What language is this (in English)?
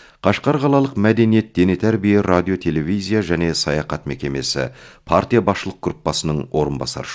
Kazakh